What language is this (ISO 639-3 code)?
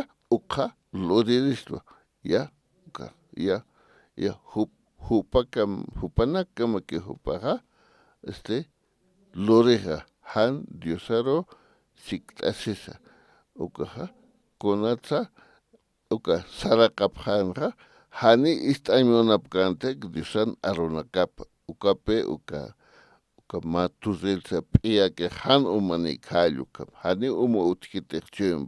aym